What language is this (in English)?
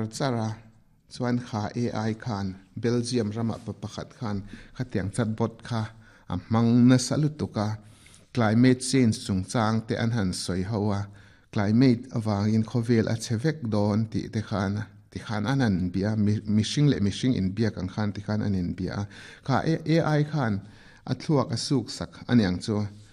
Mizo